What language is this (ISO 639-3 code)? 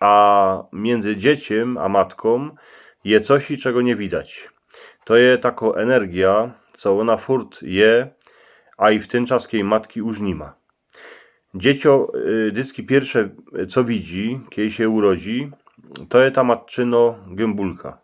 szl